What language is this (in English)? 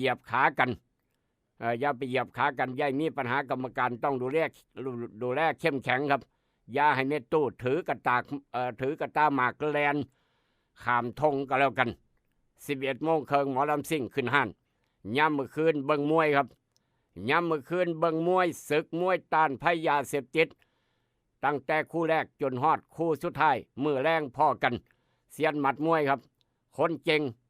Northeastern Thai